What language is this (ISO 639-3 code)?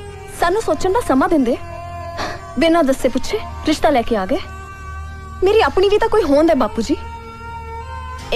pan